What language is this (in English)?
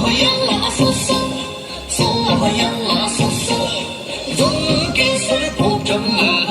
Tibetan